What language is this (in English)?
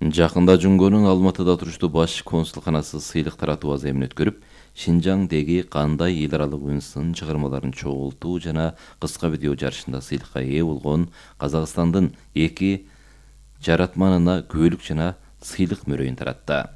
Kyrgyz